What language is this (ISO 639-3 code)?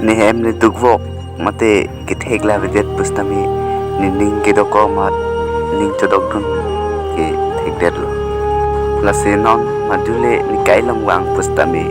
mjw